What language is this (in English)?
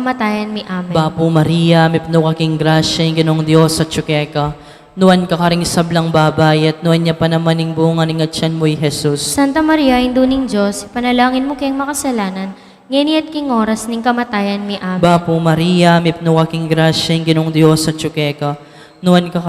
Pampanga